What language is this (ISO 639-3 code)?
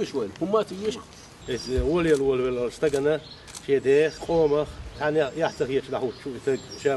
che